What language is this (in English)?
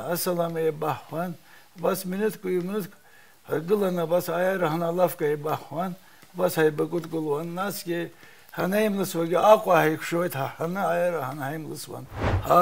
Abkhazian